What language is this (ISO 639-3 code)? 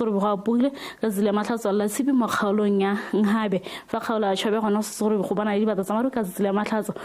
tsn